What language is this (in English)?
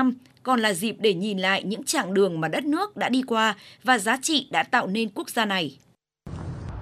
Vietnamese